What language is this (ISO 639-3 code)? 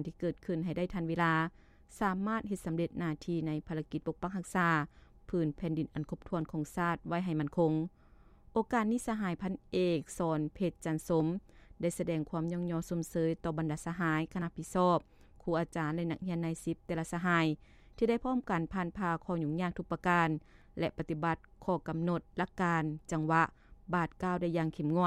lao